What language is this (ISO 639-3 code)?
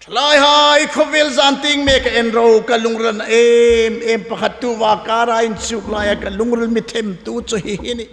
hmr